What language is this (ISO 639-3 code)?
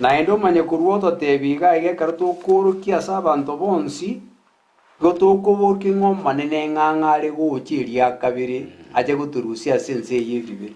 guz